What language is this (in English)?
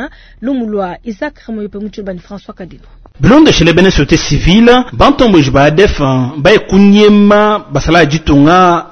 Luba-Lulua